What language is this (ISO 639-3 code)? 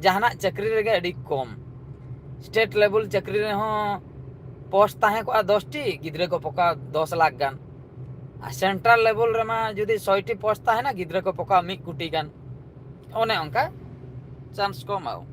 sat